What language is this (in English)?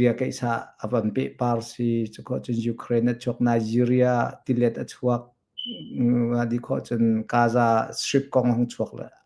Hakha Chin